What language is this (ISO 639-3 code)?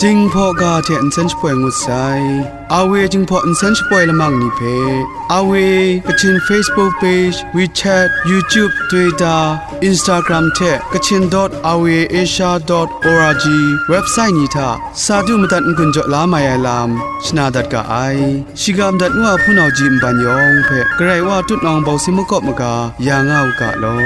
kac